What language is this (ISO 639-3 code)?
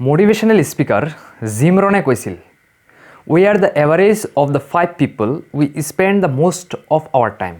asm